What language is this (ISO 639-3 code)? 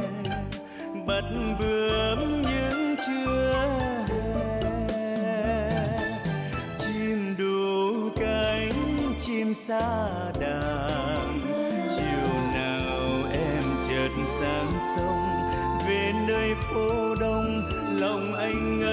vie